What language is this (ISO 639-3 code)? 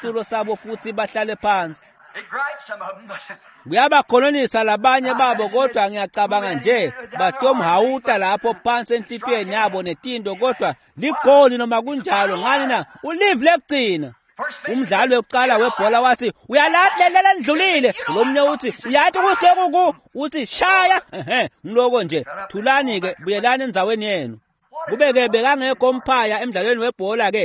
ssw